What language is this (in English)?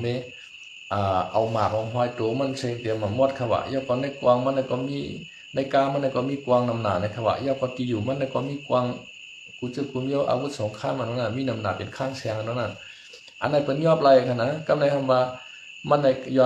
Shan